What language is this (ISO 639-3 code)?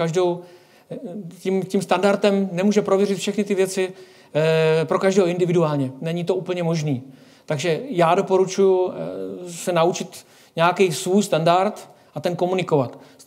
ces